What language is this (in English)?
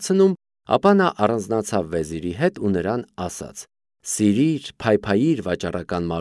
Armenian